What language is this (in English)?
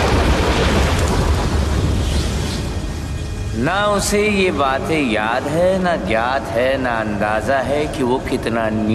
Hindi